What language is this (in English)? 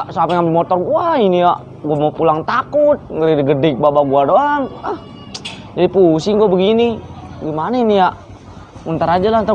Betawi